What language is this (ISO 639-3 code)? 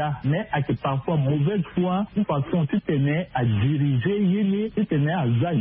sag